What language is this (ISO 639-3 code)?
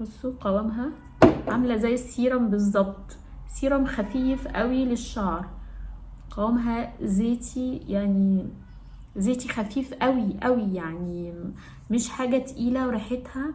arz